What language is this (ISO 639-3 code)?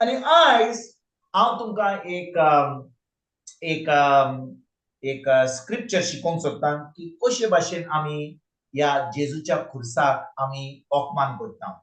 kok